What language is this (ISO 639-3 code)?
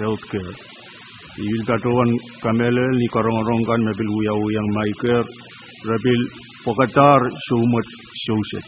pon